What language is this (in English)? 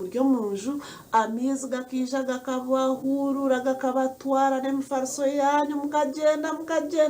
Nyankole